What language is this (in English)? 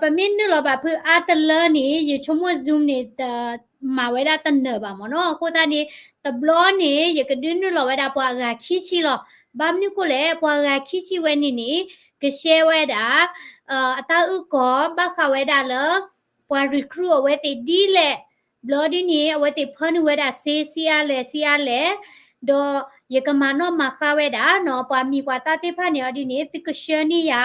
S'gaw Karen